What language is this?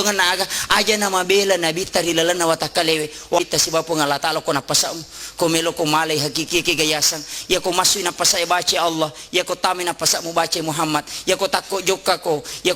Buginese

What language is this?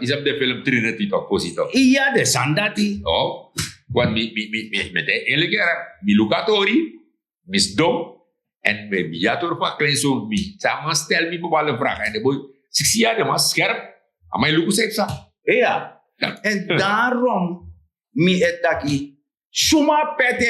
Sranan Tongo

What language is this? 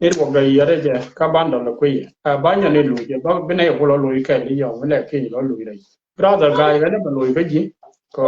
Nuer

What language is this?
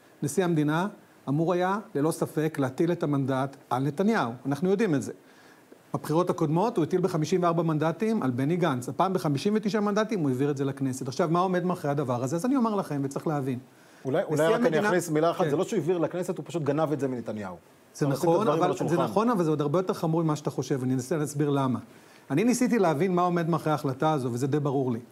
Hebrew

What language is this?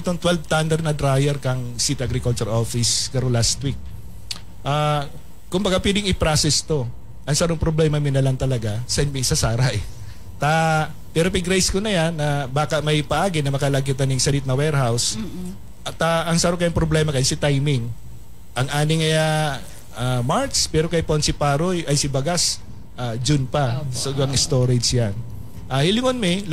Bikol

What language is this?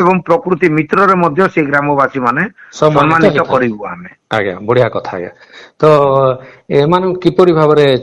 Odia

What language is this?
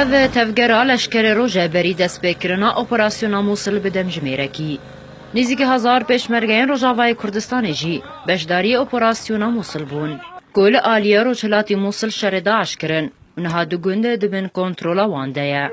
Kurdish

